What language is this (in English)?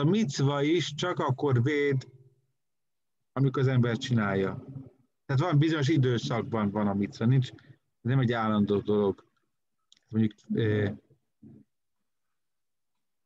Hungarian